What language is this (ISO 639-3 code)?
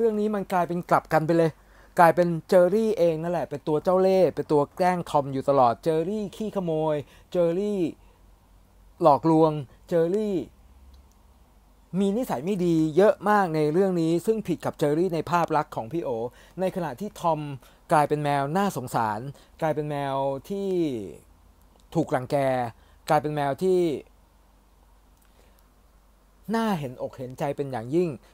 tha